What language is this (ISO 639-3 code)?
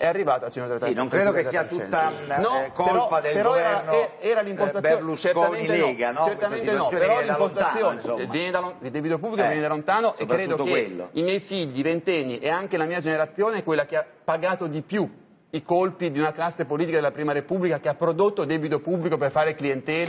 ita